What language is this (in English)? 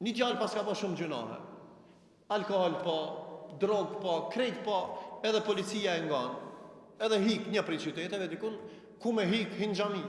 Albanian